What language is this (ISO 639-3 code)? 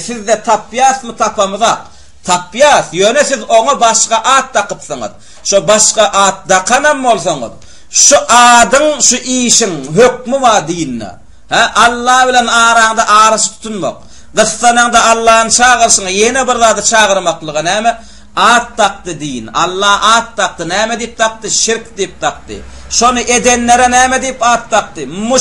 tuk